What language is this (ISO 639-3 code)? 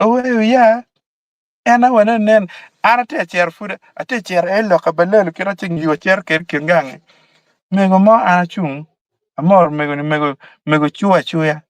ach